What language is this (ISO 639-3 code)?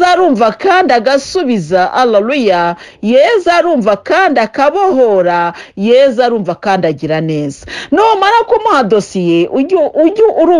kin